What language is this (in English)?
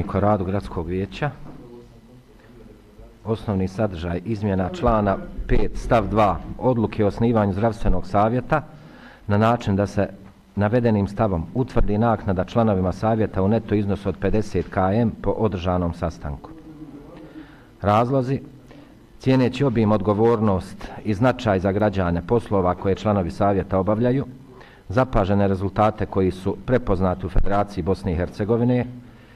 Bosnian